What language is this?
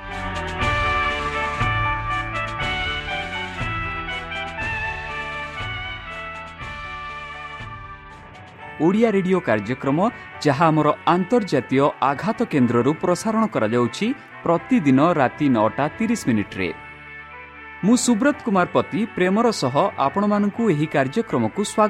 Odia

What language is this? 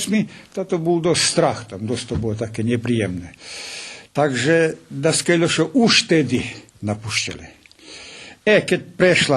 Rusyn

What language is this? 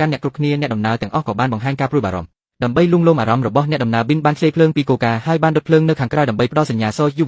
Khmer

